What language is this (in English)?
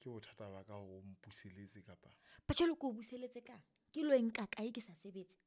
Southern Sotho